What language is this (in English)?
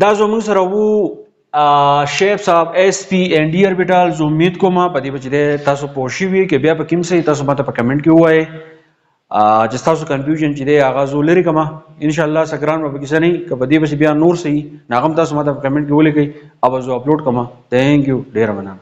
Pashto